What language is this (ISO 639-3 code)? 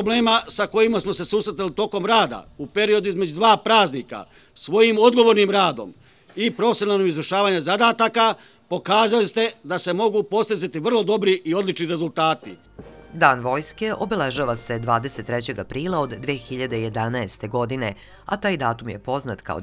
srp